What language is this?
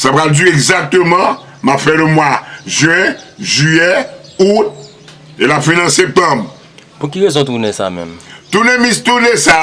Haitian Creole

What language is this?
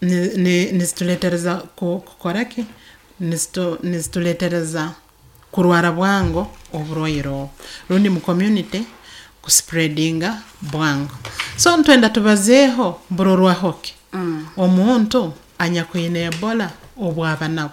Nyoro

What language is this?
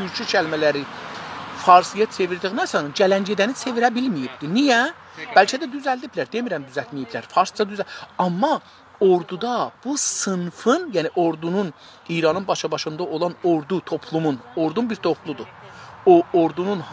South Azerbaijani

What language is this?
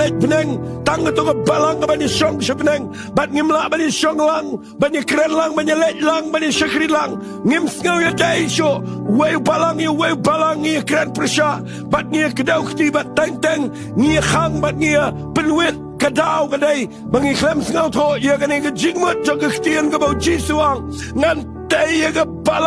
Khasi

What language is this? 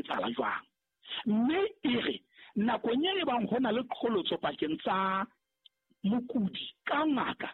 Southern Sotho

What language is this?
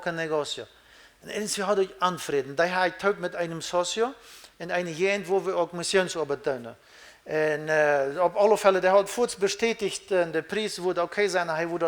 Plautdietsch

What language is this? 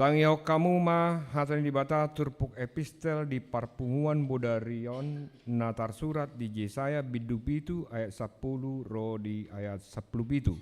Batak Toba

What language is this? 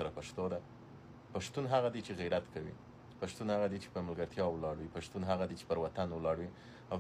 Pashto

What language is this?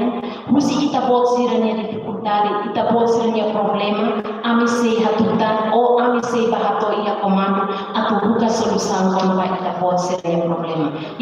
Tetum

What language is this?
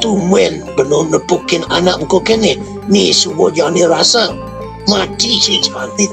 Balinese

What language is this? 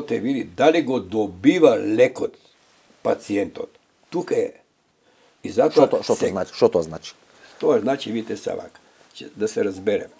Macedonian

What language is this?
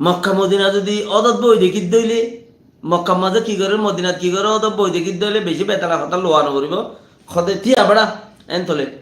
Rohingya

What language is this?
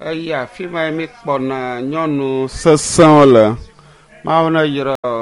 Ewe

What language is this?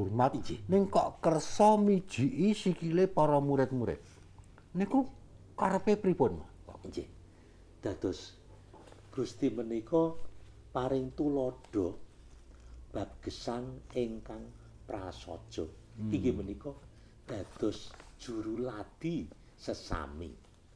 Javanese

